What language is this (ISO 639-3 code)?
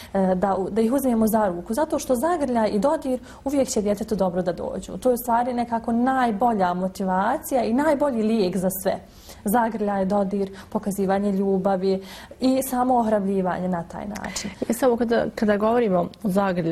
bos